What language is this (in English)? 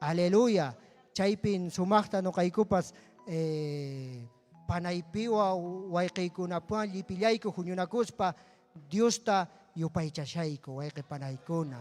Ayacucho Quechua